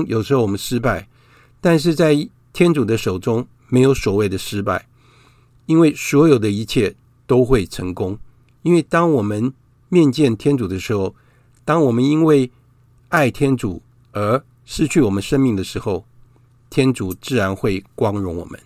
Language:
Chinese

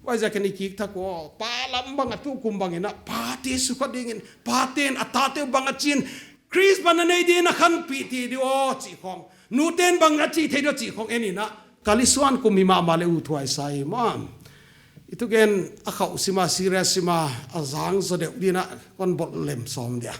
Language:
Paite Chin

